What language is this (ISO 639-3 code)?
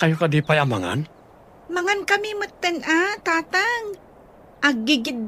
ilo